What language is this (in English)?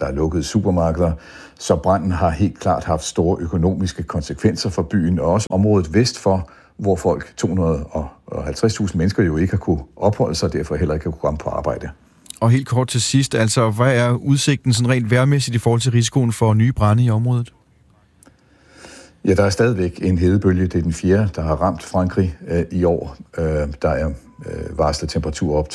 Danish